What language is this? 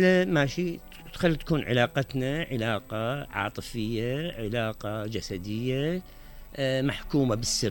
Mesopotamian Arabic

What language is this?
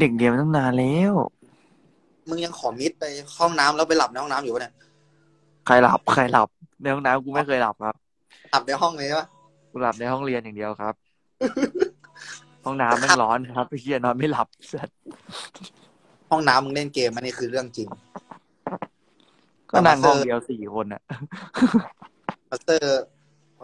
Thai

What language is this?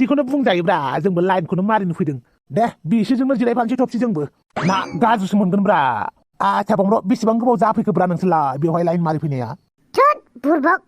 Bodo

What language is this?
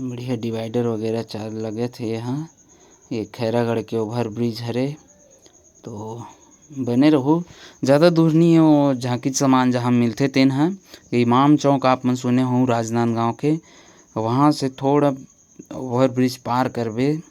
Chhattisgarhi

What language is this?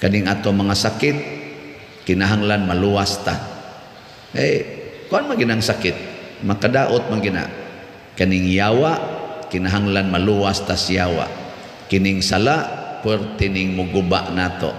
Cebuano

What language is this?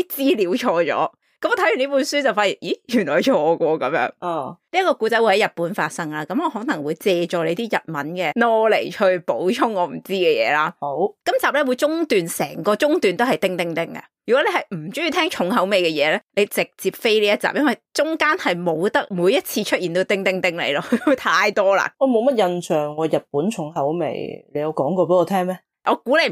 Cantonese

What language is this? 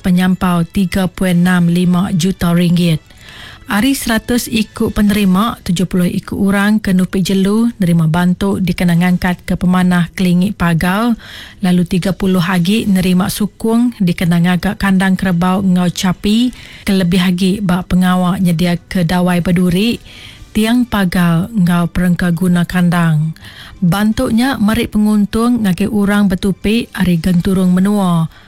Iban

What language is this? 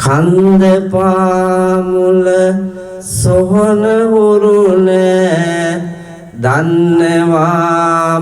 Sinhala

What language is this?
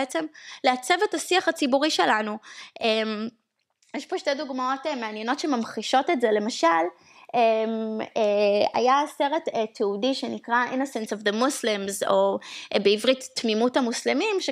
Hebrew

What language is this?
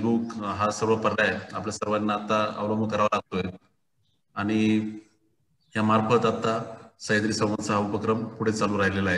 Marathi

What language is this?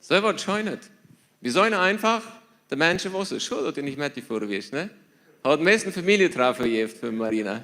Plautdietsch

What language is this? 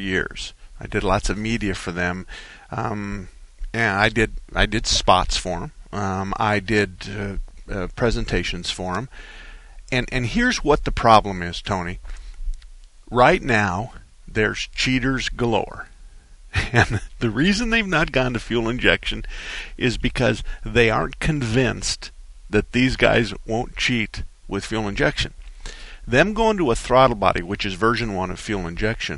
English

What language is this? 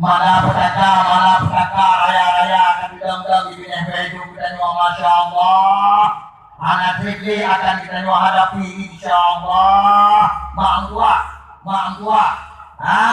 Achinese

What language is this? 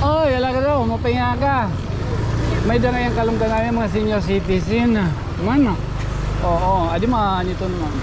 Waray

